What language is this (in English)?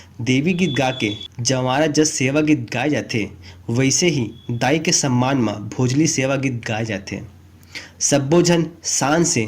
Chhattisgarhi